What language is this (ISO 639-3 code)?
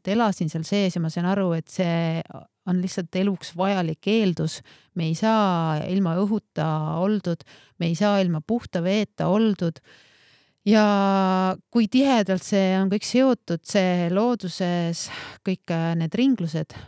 est